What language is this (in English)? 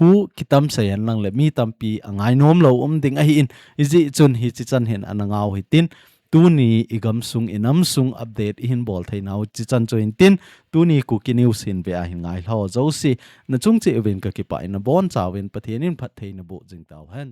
Thado Chin